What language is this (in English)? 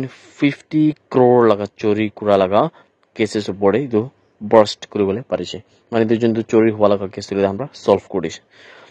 Naga Pidgin